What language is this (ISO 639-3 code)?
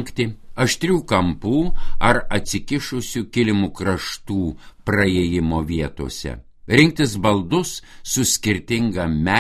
lit